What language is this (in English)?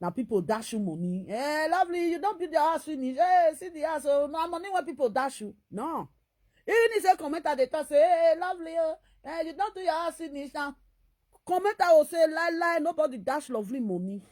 Nigerian Pidgin